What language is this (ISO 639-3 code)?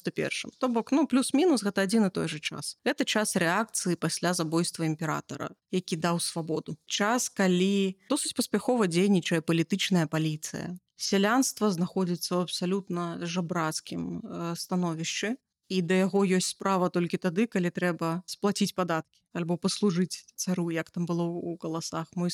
bel